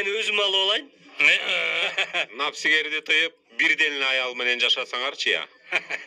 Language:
Kyrgyz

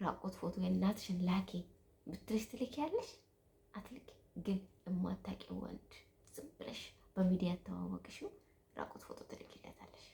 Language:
Amharic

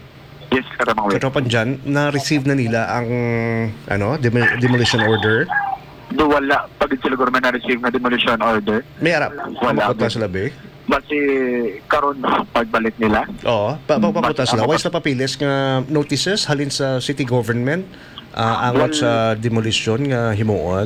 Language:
Hiligaynon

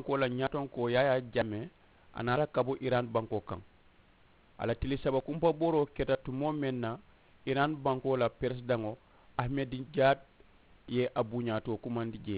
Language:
Mandingo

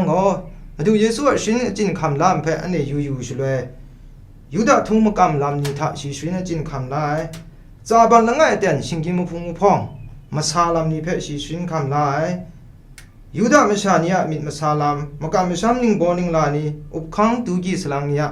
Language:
Kachin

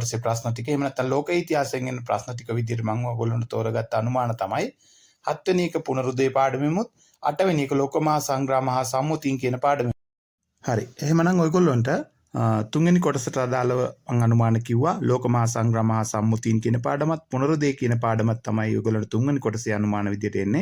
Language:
Sinhala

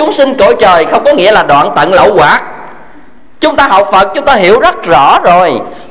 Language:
Vietnamese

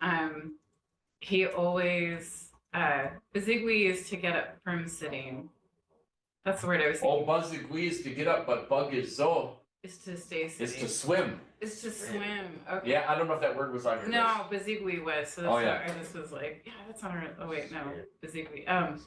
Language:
Chippewa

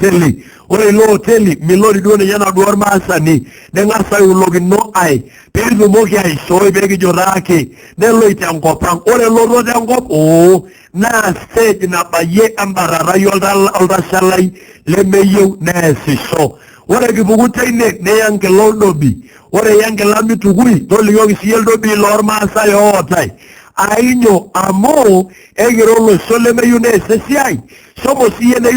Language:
Masai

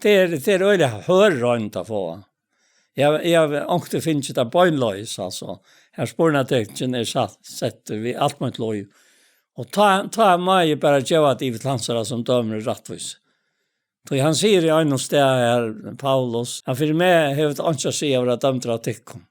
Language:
Faroese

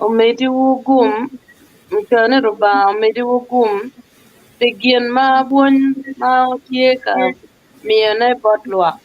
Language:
Acoli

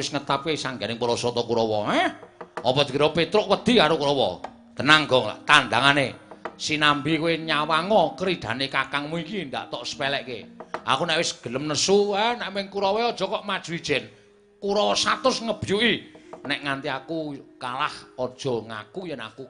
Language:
Javanese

